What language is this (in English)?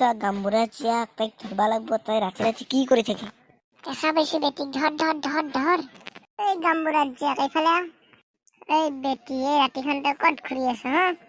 Assamese